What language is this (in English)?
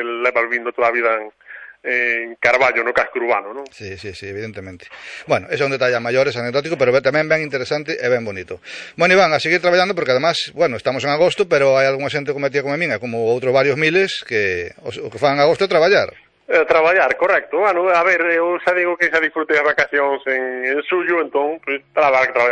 Galician